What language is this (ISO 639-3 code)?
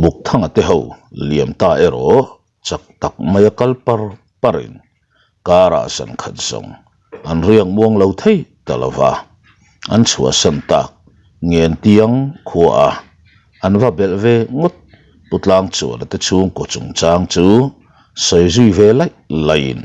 lus